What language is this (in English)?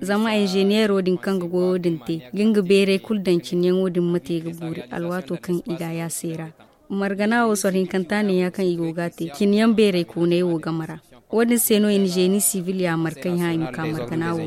Zarma